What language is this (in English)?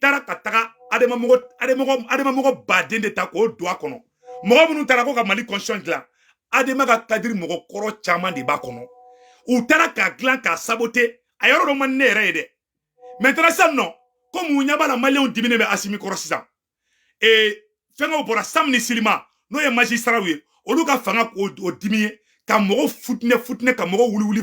Bambara